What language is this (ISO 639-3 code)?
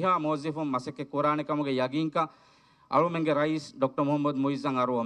div